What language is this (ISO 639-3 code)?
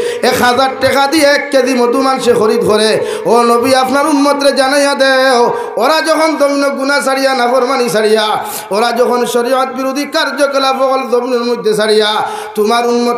syl